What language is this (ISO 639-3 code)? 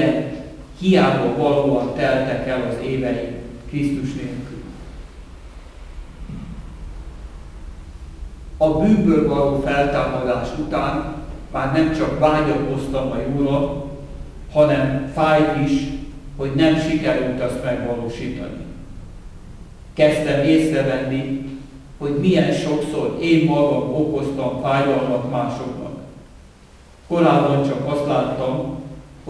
hun